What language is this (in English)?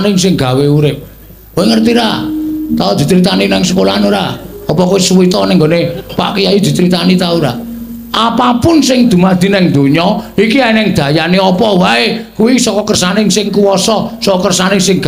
Javanese